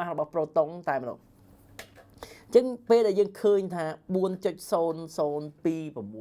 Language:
Khmer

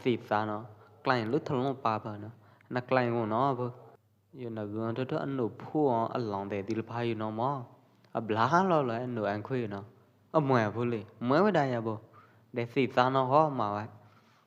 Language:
Pwo Eastern Karen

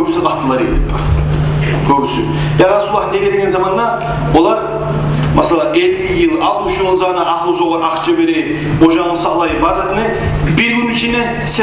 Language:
Kumyk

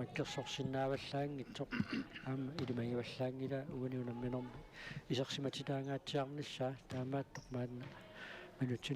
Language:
Kalaallisut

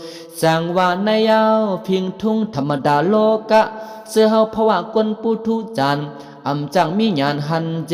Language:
Shan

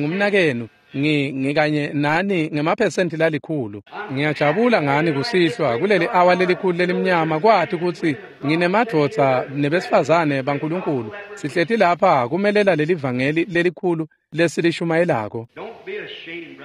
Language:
Swati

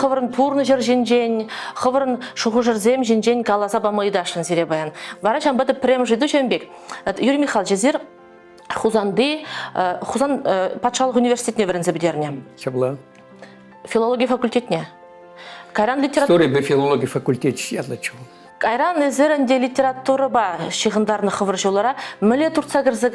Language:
Chuvash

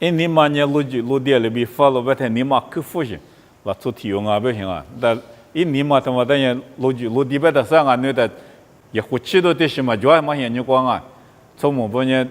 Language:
Lisu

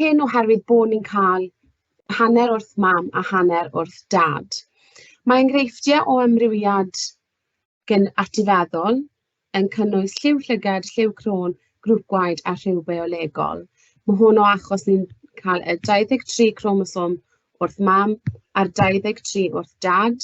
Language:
Welsh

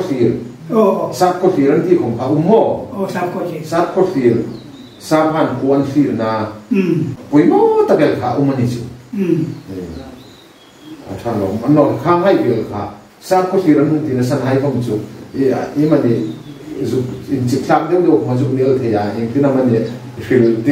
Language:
Hmar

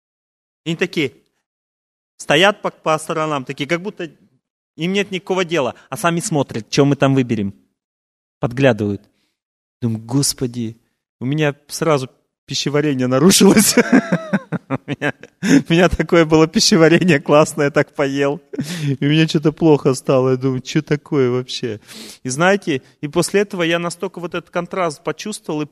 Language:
Russian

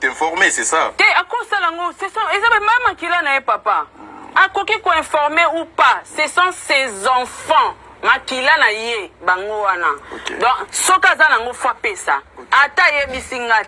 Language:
Lingala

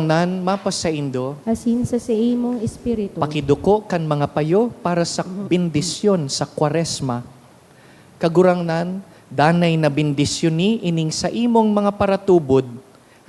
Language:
Bikol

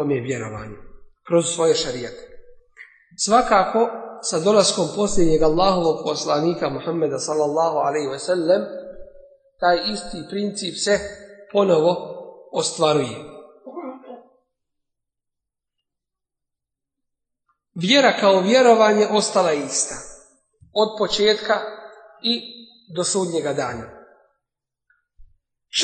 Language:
Bosnian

